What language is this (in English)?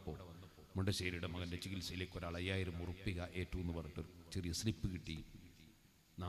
Malayalam